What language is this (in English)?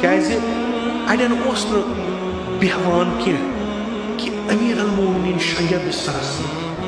Kashmiri